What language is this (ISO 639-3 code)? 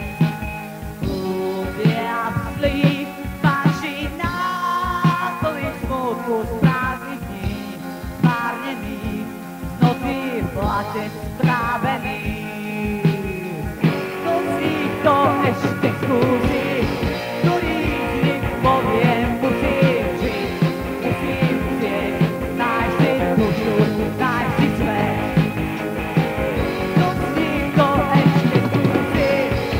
slk